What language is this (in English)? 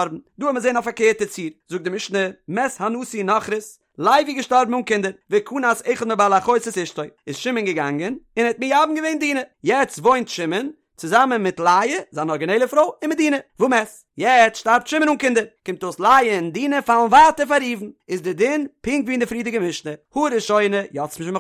Yiddish